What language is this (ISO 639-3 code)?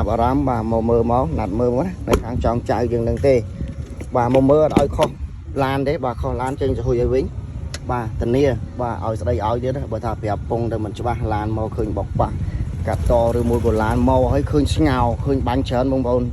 khm